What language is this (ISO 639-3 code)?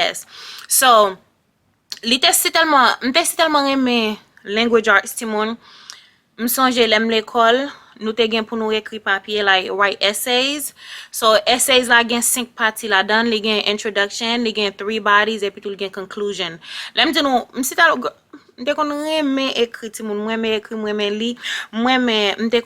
hat